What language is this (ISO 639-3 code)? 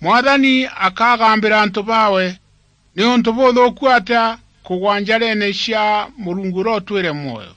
mer